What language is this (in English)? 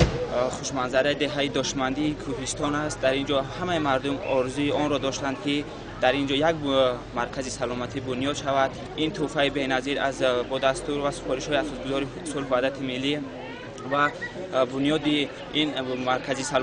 Tajik